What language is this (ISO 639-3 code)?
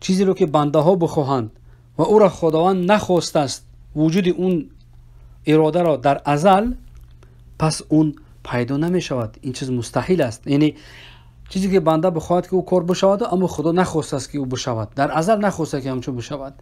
fas